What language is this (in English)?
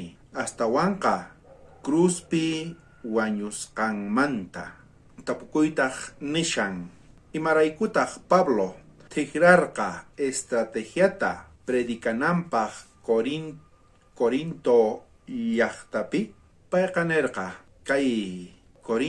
South Bolivian Quechua